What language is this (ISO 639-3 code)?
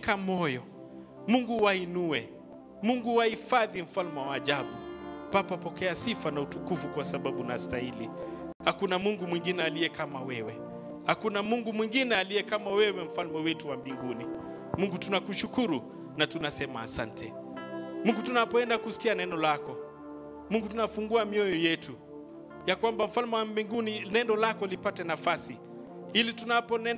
swa